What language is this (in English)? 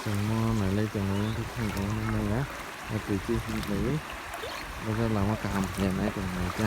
Kok Borok